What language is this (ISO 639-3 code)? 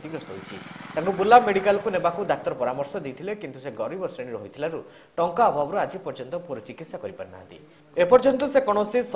ori